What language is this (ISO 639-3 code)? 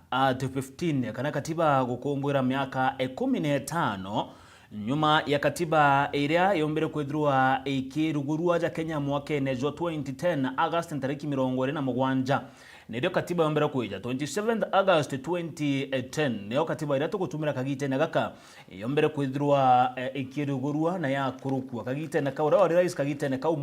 mer